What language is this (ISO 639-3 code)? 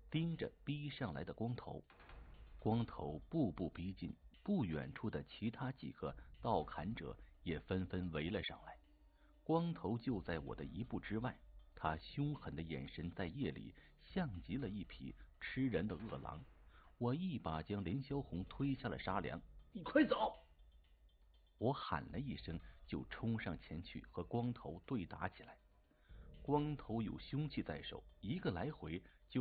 zho